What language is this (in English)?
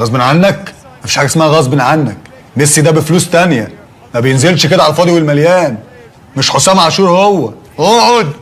Egyptian Arabic